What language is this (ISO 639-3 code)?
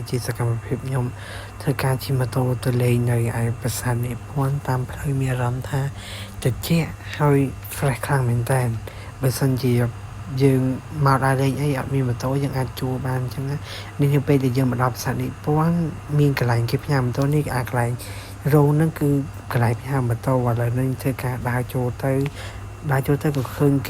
khm